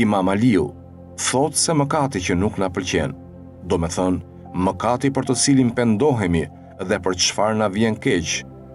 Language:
Albanian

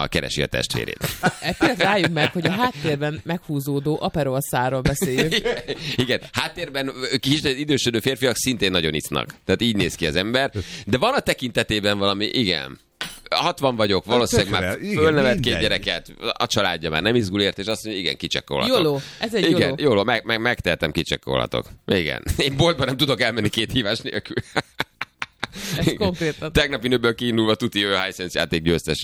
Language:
Hungarian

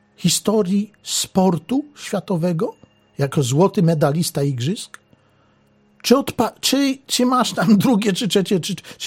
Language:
Polish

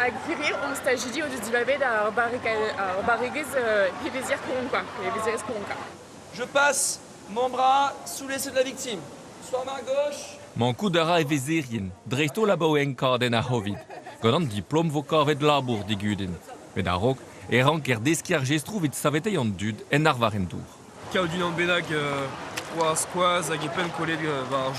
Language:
Breton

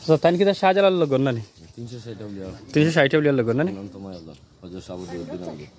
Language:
Sylheti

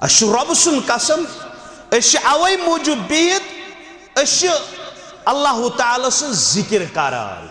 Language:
Kashmiri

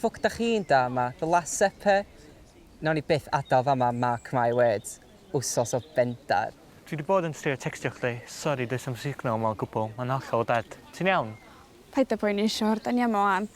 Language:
Welsh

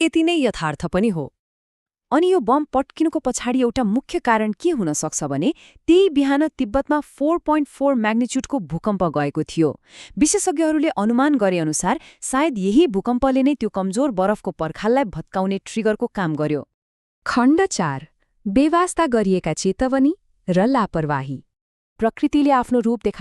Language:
Nepali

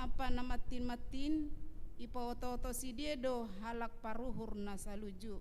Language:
Batak Simalungun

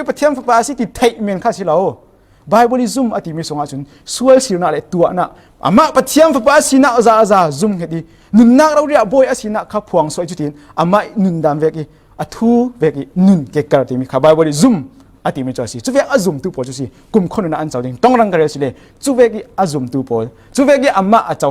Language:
Falam Chin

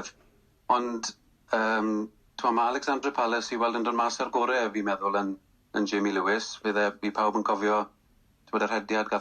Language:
Welsh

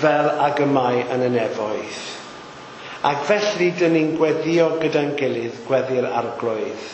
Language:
Welsh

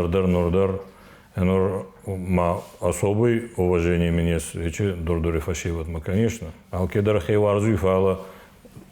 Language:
Ossetic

